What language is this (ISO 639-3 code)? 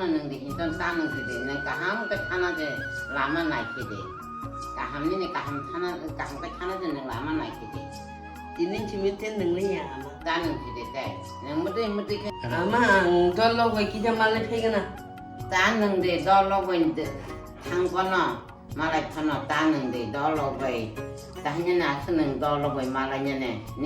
trp